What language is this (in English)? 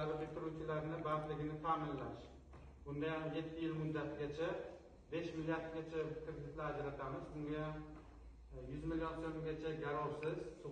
Uzbek